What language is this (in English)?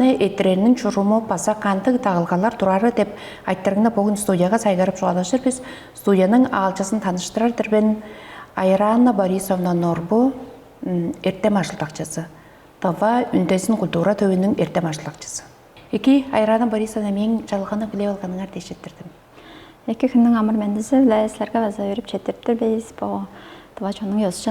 Tuvinian